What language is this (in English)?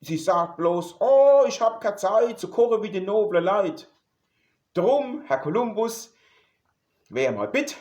Palatine German